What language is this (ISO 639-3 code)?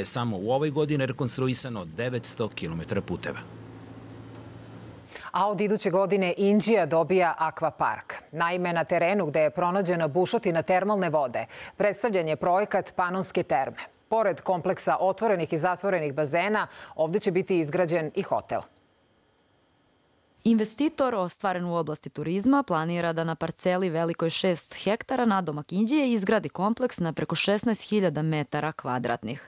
srp